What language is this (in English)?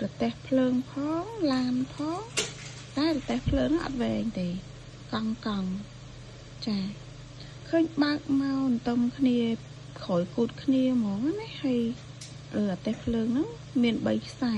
Khmer